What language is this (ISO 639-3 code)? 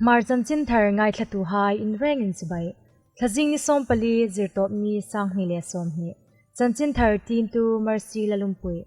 hmr